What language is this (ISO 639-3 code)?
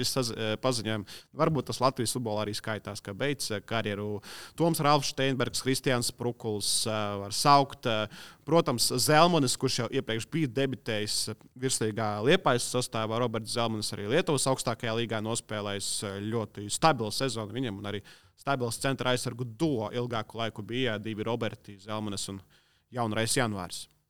lav